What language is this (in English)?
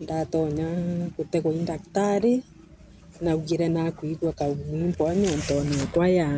Meru